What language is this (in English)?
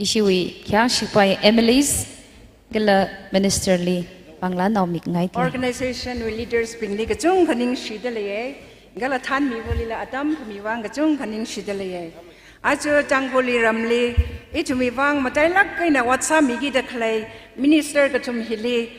Tangkhul Naga (India)